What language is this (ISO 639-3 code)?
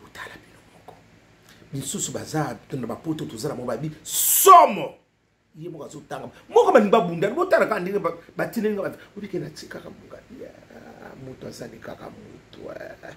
lin